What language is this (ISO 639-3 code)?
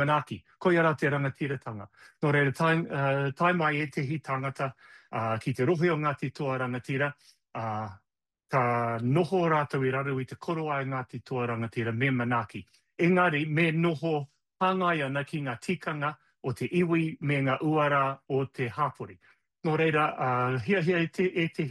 mri